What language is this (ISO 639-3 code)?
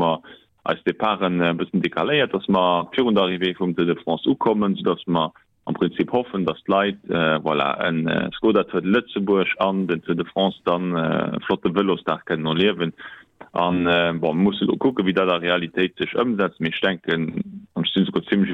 ltz